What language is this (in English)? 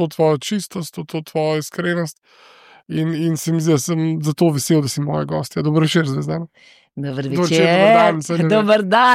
Slovenian